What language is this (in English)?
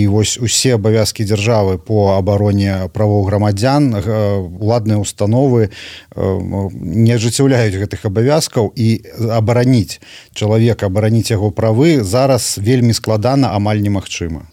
Belarusian